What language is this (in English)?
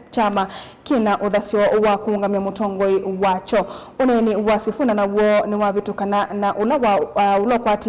Kamba